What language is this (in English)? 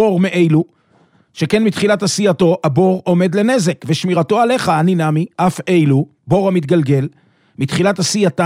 Hebrew